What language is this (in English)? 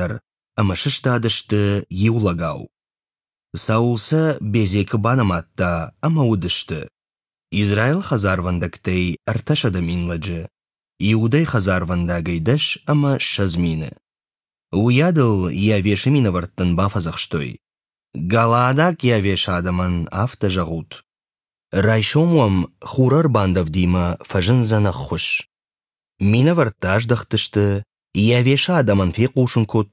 Ossetic